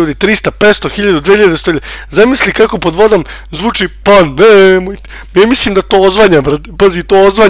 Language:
Serbian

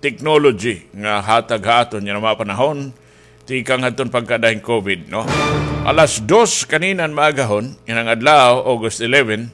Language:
Waray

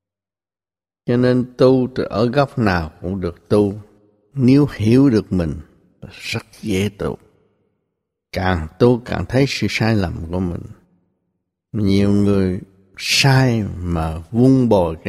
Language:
Vietnamese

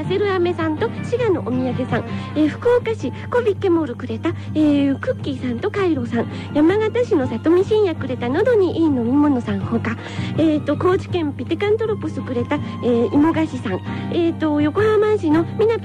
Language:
Japanese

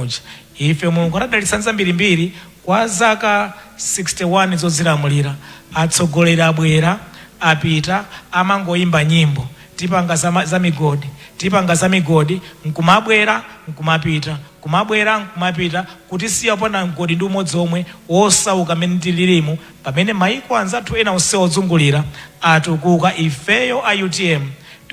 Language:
Nyanja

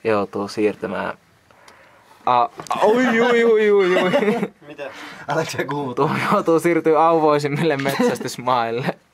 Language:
Finnish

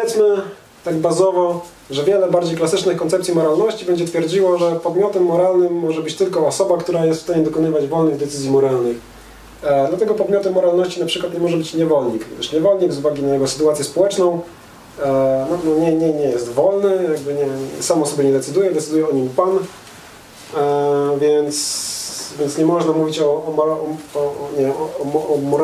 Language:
Polish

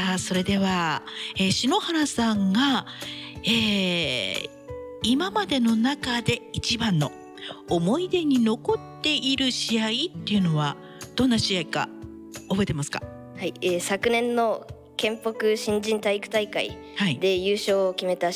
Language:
Japanese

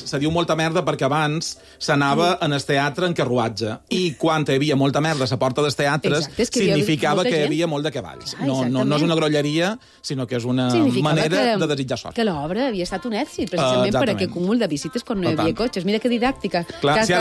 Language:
Catalan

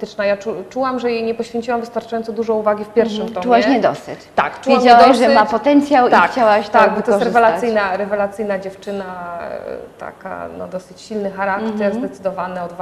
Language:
Polish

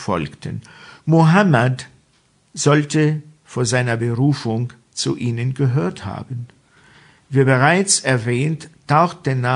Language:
German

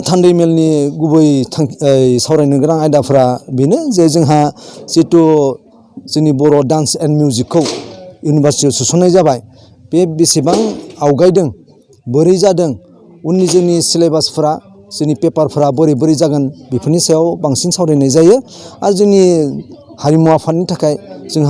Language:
Bodo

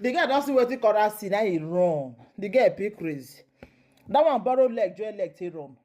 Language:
Nigerian Pidgin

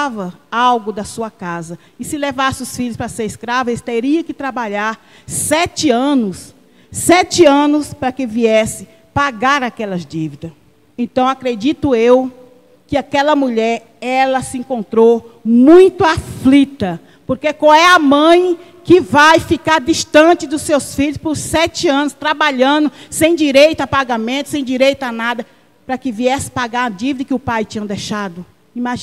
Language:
Portuguese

